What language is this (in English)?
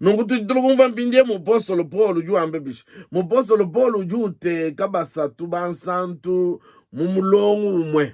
Luba-Lulua